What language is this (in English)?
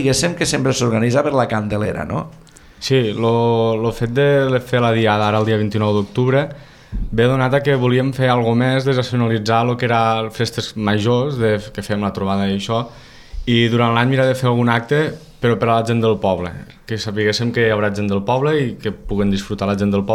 Catalan